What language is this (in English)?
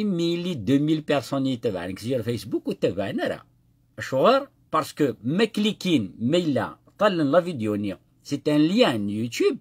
Kabyle